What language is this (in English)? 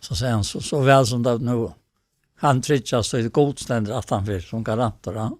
Faroese